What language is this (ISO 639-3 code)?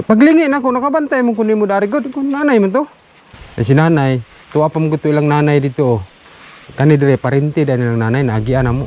ceb